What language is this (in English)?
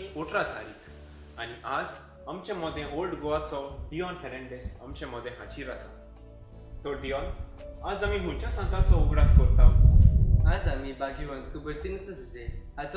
Konkani